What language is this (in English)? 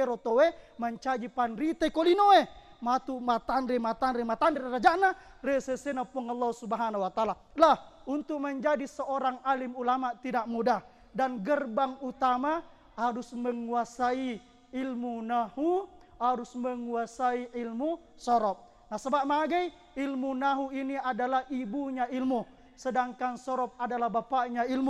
Buginese